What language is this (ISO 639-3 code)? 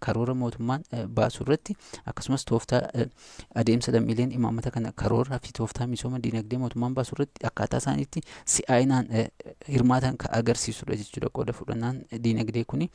orm